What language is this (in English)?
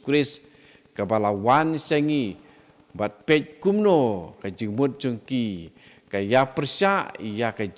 Khasi